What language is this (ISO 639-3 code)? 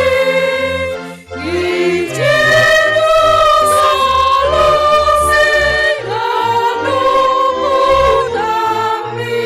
bts